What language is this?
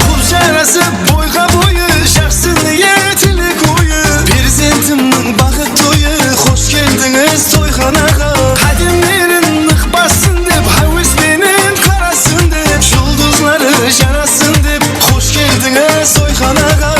Kara-Kalpak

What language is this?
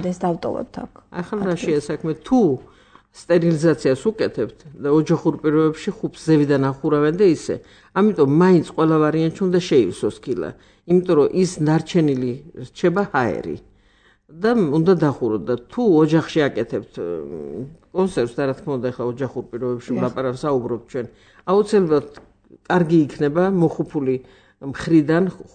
Georgian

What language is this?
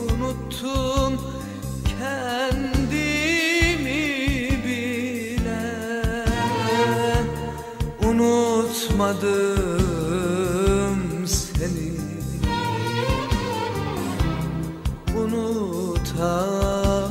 Turkish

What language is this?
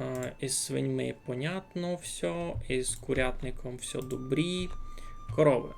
Rusyn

